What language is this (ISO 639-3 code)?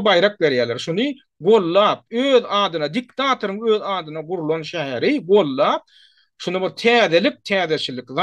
tuk